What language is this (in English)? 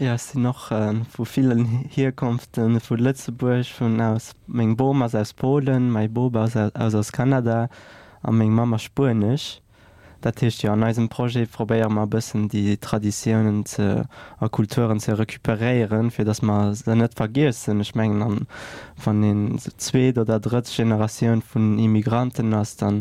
Luxembourgish